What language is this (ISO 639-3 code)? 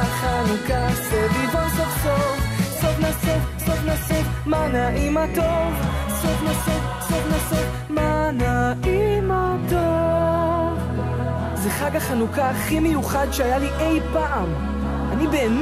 heb